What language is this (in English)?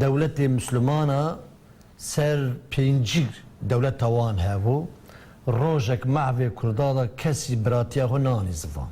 Kurdish